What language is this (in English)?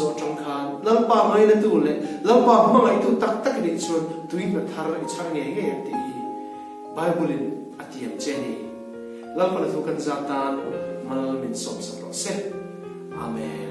Hmar